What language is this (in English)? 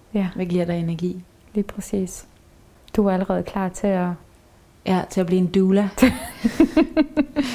Danish